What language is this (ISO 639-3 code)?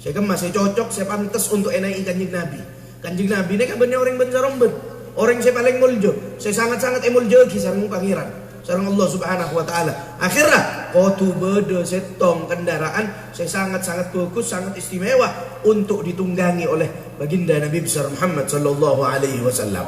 mad